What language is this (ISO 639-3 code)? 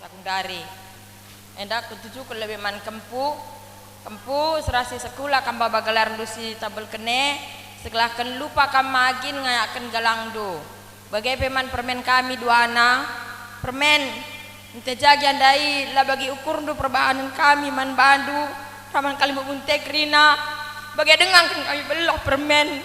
btx